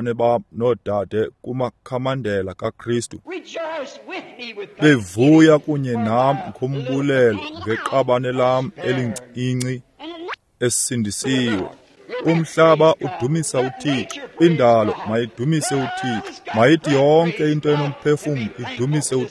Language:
Xhosa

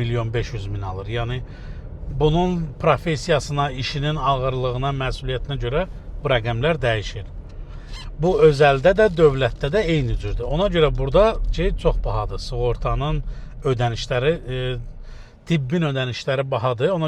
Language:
Azerbaijani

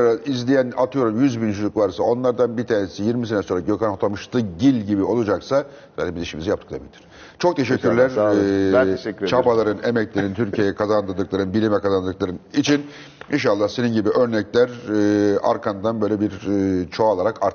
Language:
Turkish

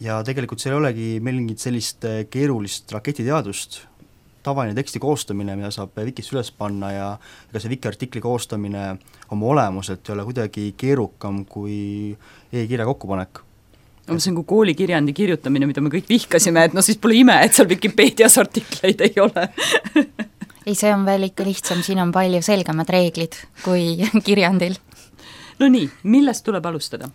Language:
Estonian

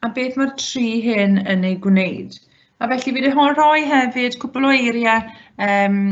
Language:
Welsh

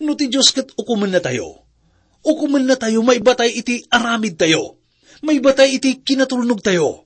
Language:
Iloko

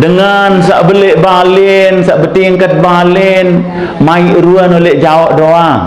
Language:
Sasak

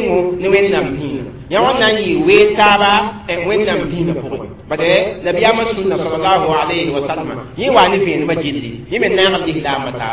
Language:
Mossi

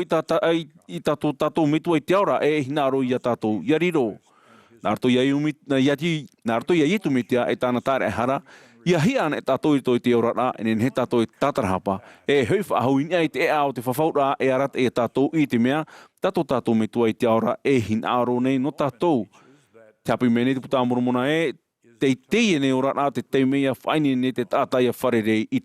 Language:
Tahitian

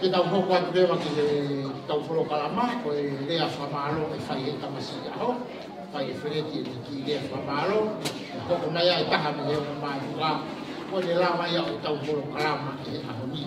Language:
Tongan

